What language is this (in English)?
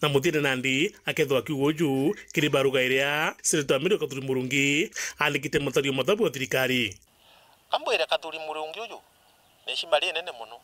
Meru